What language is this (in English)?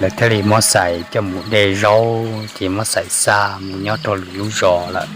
Hmong